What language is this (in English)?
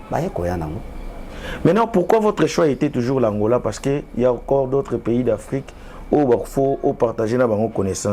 Lingala